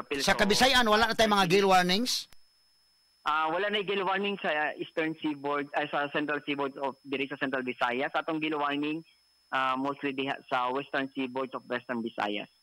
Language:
Cebuano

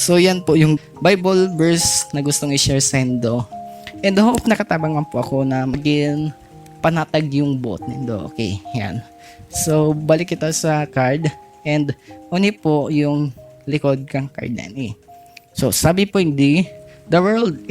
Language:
Bikol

